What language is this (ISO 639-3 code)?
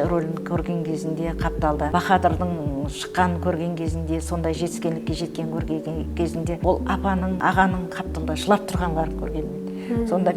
kaa